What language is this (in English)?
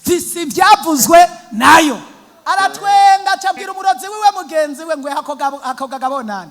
Rundi